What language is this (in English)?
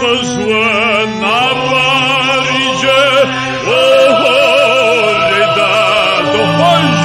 Kabardian